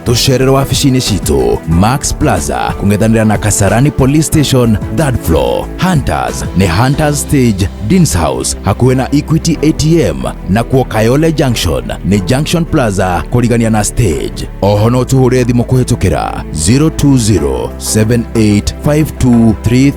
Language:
Kikuyu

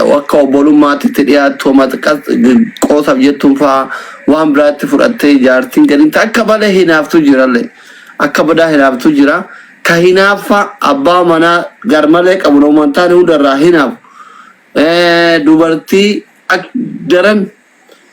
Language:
Oromo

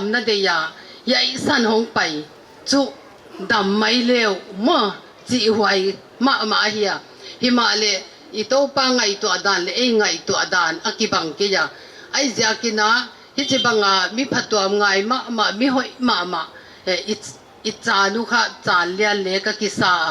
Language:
Paite Chin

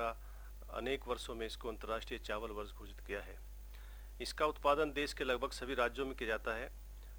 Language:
Hindi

